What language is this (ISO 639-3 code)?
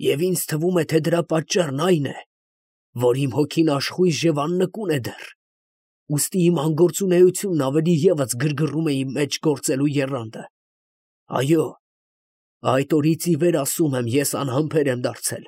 hye